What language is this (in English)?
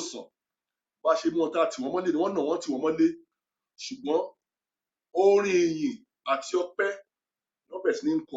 Yoruba